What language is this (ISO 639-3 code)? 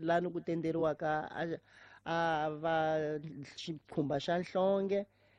tso